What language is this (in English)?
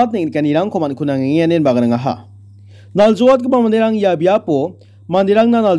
Garo